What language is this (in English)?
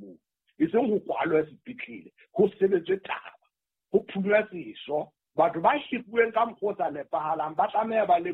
Southern Sotho